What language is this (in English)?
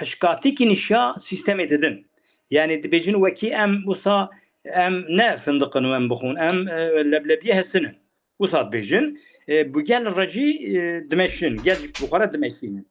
Kurdish